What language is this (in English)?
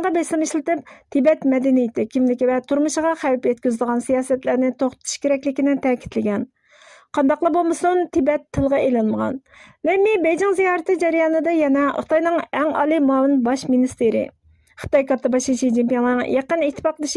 Uyghur